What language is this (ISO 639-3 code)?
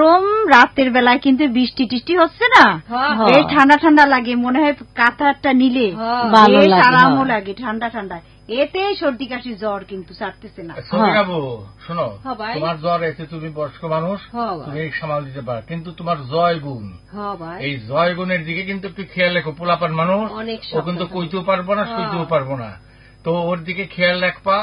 ben